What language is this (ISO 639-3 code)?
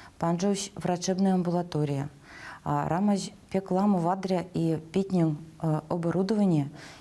myv